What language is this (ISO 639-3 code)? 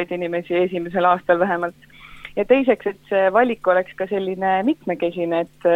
est